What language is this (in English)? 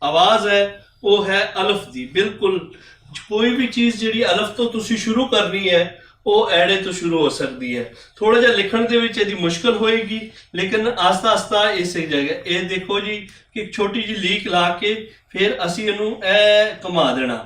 Western Panjabi